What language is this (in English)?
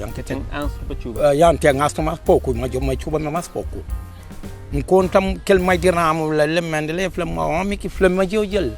Kabuverdianu